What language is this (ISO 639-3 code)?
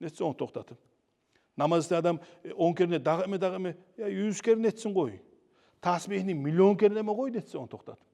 kum